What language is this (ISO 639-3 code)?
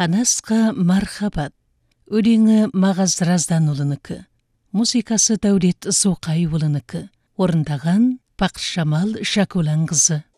kaz